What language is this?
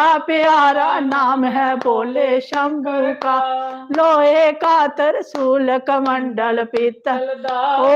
Dogri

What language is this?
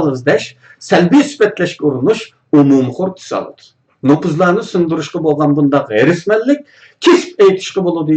Uyghur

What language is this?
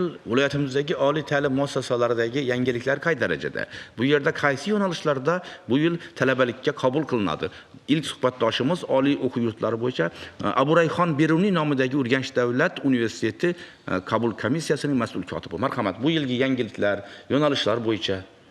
Uzbek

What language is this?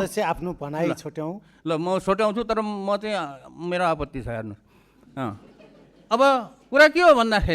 Nepali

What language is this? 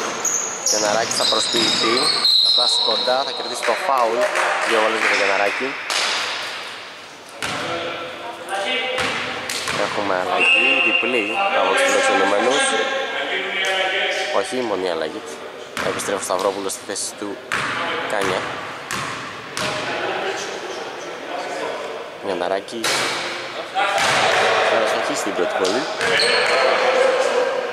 Greek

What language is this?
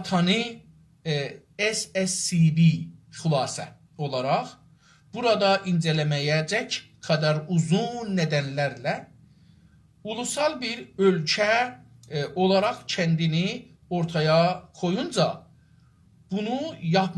South Azerbaijani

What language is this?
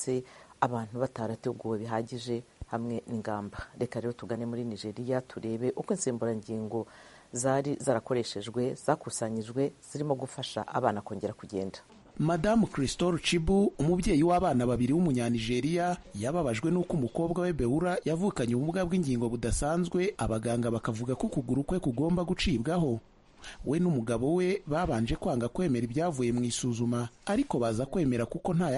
Kinyarwanda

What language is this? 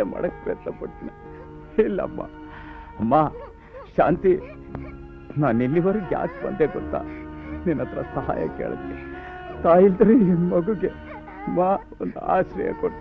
Kannada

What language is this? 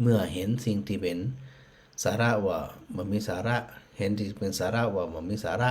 Northern Thai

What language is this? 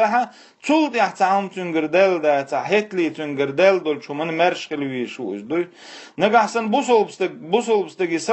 Chechen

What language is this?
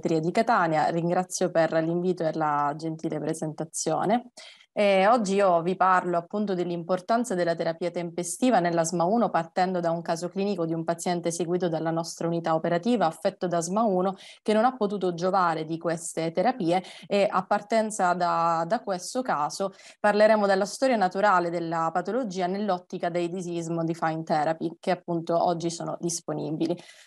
Italian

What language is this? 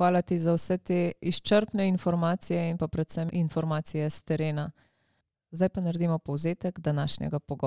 Slovenian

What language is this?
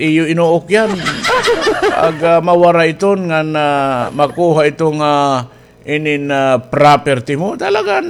Waray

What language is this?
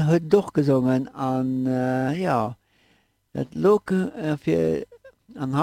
Luxembourgish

